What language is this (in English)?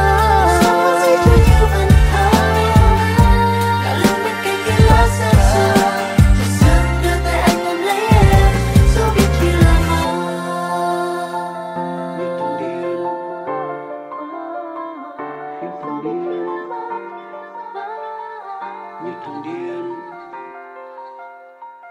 Vietnamese